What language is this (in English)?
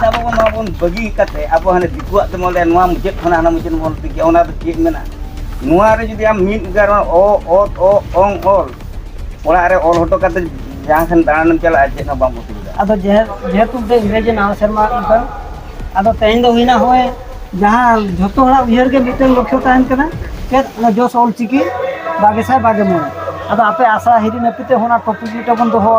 Santali